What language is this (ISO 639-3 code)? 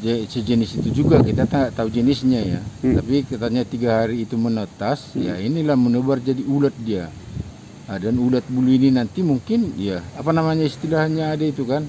bbc